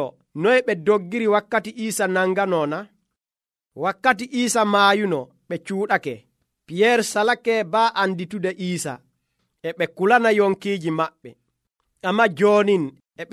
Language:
Nigerian Fulfulde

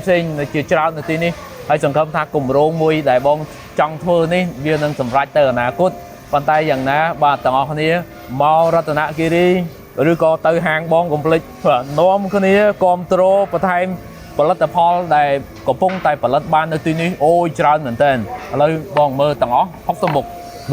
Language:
Khmer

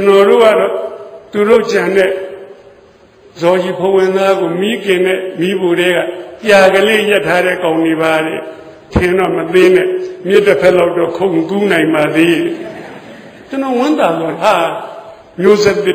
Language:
Burmese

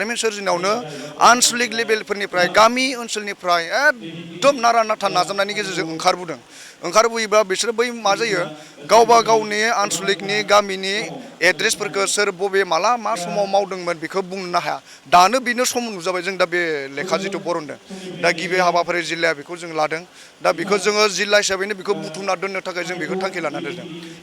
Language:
Bodo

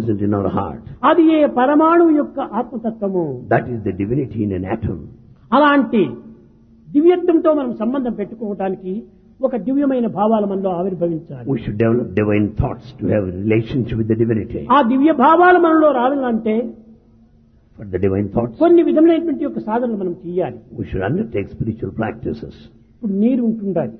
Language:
Telugu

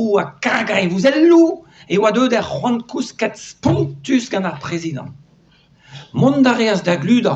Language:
Breton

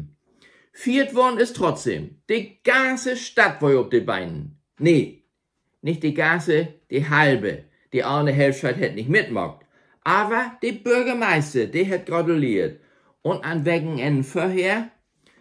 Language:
Low German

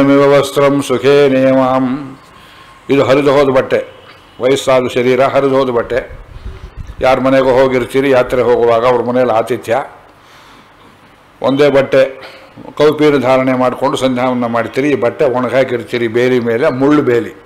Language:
Kannada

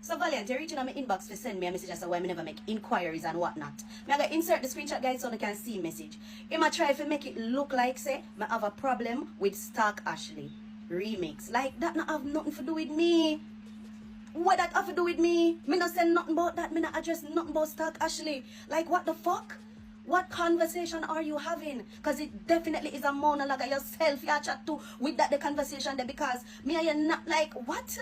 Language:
Jamaican Creole English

